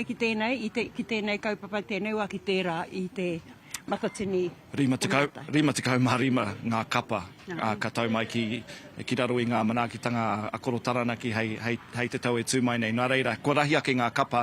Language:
Māori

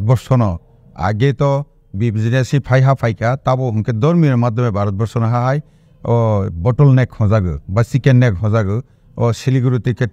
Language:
Kok Borok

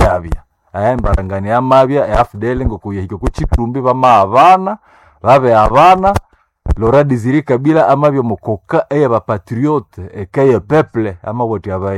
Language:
Nande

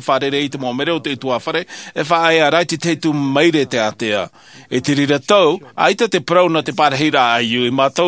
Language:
Tahitian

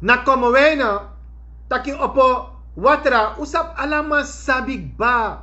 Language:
Sranan Tongo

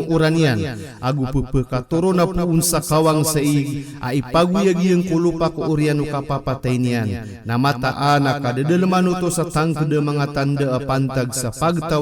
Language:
Maranao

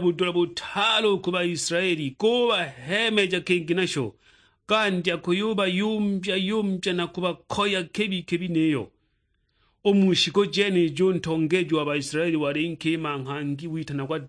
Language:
Sukuma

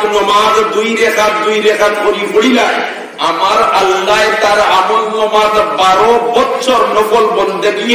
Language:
Sylheti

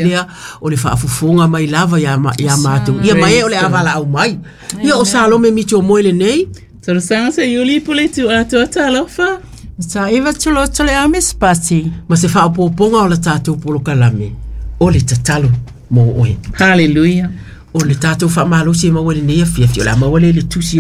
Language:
Samoan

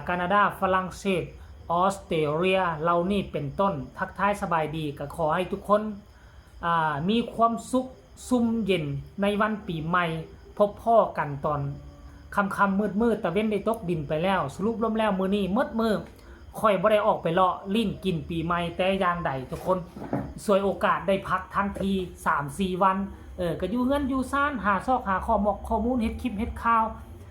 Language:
Lao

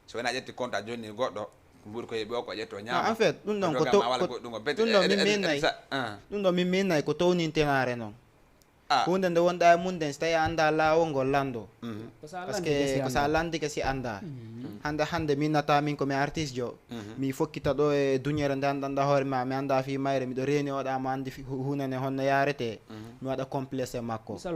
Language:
Fula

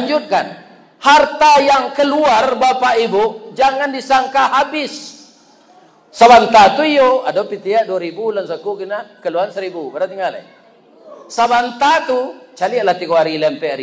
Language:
Minangkabau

